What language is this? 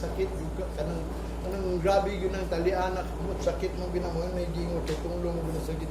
Cebuano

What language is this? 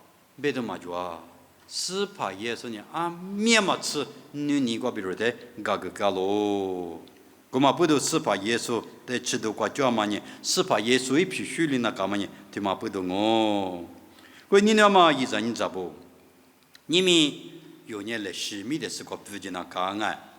Lisu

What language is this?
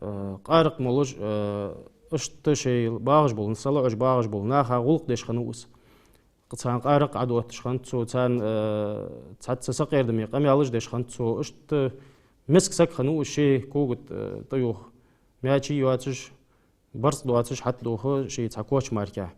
Ingush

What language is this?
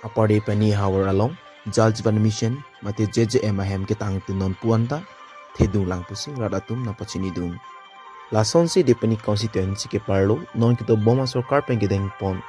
Karbi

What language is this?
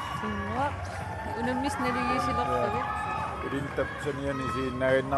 Kalaallisut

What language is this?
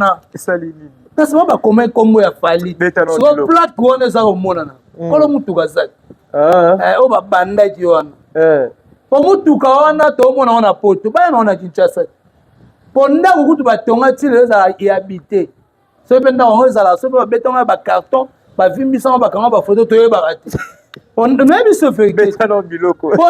Lingala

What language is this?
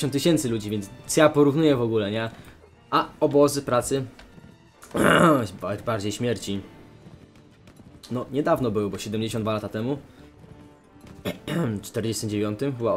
Polish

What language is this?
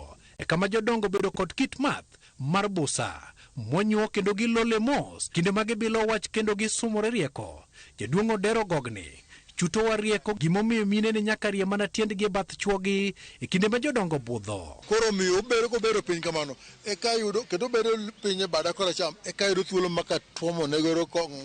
Luo (Kenya and Tanzania)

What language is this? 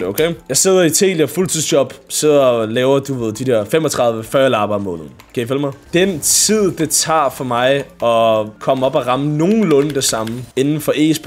Danish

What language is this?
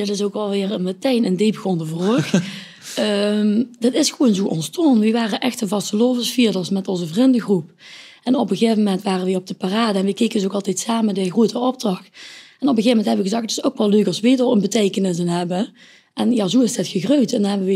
Limburgish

